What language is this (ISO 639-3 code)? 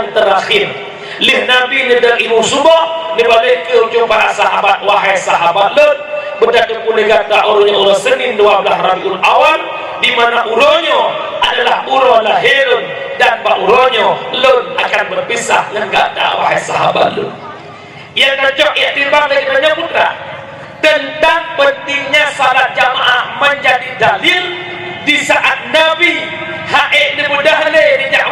ace